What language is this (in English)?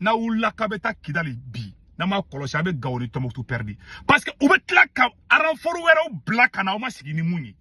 Bambara